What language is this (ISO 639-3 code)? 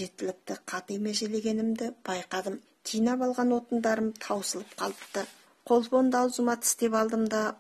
kaz